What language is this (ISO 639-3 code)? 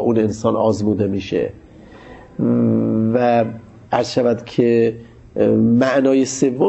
fas